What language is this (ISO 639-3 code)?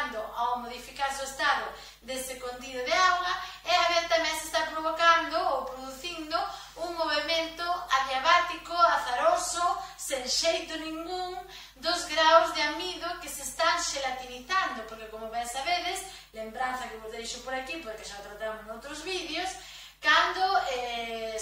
glg